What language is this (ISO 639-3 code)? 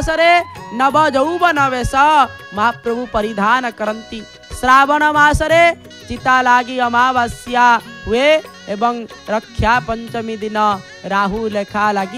ori